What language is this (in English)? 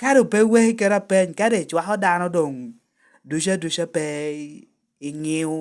Lango (Uganda)